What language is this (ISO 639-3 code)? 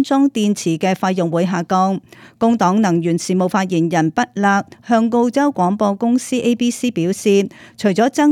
yue